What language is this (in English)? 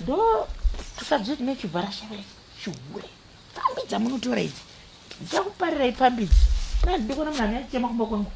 Shona